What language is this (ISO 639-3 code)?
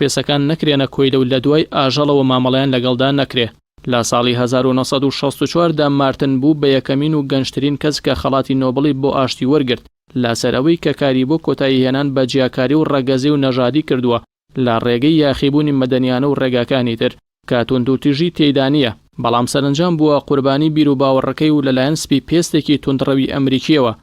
ckb